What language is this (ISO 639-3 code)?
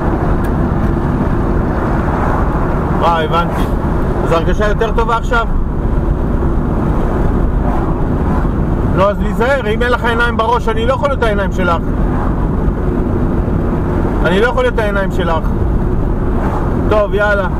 heb